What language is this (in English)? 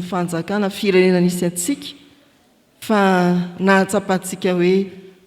Malagasy